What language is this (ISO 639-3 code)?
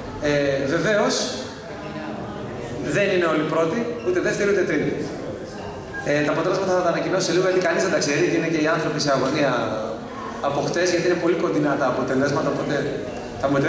ell